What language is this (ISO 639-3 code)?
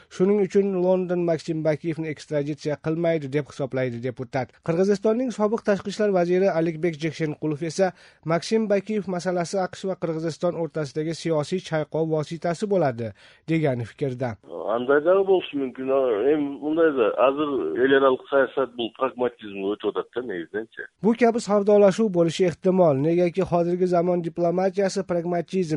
kir